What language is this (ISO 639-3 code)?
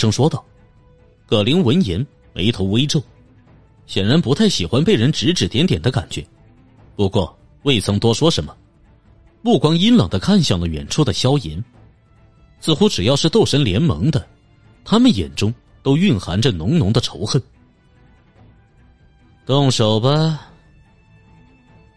zho